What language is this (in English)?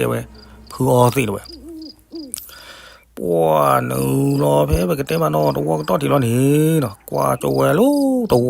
S'gaw Karen